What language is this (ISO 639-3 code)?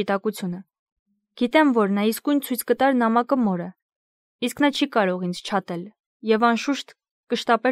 hye